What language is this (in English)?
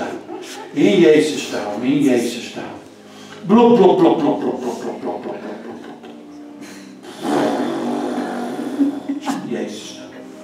Dutch